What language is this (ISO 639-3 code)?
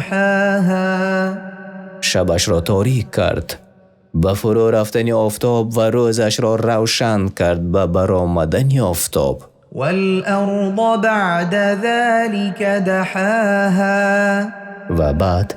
tgk